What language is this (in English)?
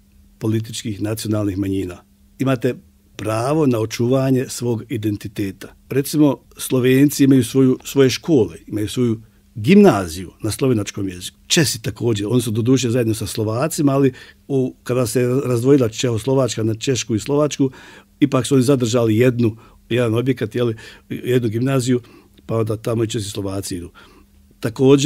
Bosnian